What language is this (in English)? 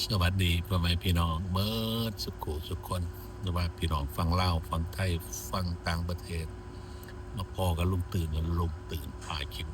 Northeastern Thai